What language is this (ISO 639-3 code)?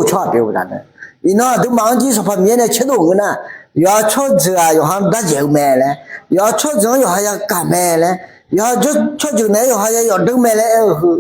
ahk